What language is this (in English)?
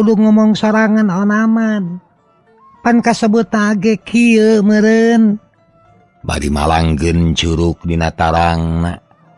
Sundanese